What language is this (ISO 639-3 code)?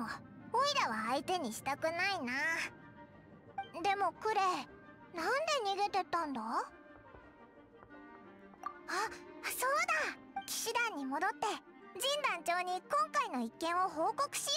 jpn